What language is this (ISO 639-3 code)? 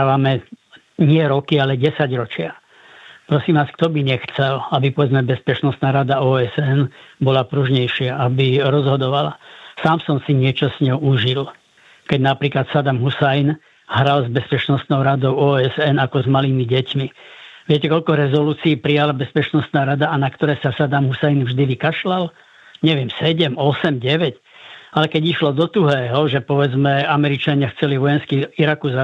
slk